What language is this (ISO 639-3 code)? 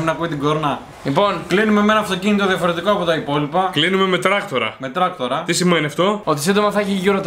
ell